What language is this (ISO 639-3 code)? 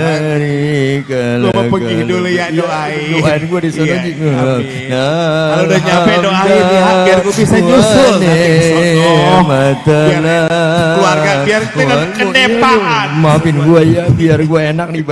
bew